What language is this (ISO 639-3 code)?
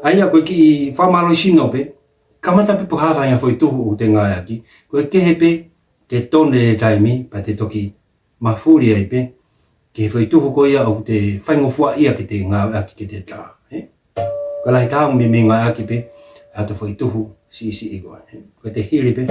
ton